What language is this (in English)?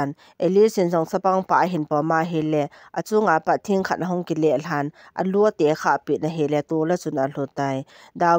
Thado Chin